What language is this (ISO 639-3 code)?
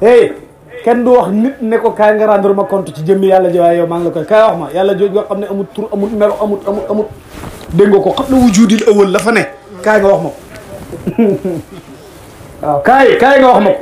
wol